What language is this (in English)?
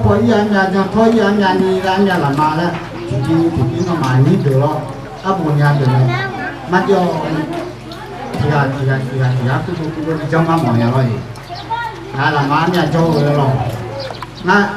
Akha